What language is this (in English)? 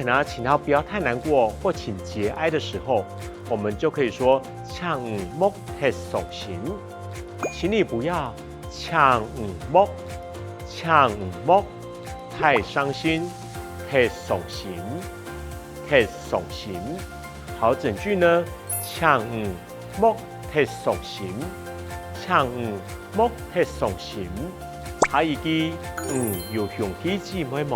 Hakka Chinese